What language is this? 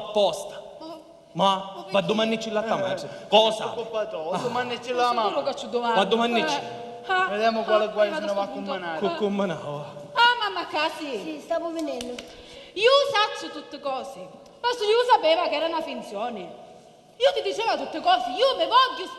Sicilian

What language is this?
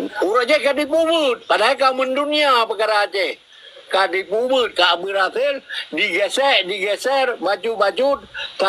Achinese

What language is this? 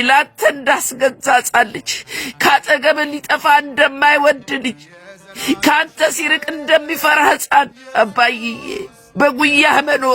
Amharic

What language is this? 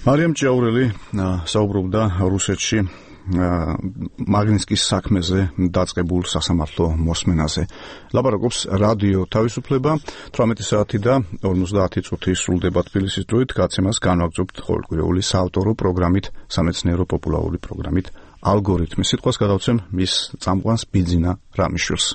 Georgian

